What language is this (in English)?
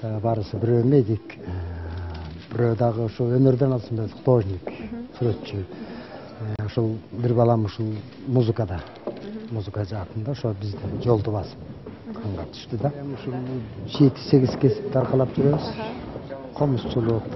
Kyrgyz